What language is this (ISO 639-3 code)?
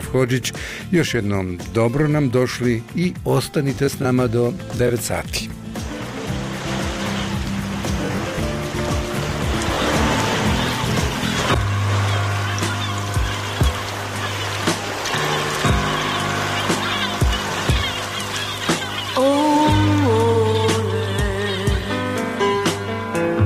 bos